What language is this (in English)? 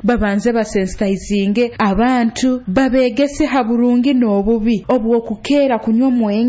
Nyoro